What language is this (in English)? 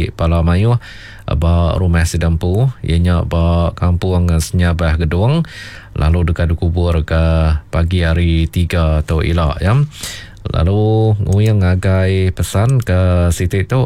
Iban